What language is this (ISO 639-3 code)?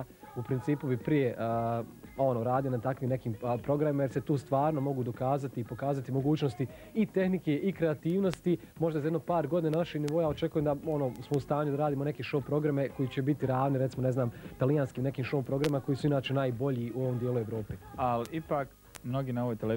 bos